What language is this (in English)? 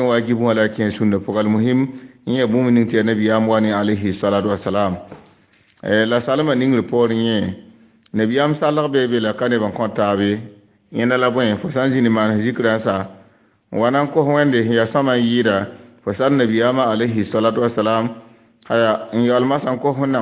Mossi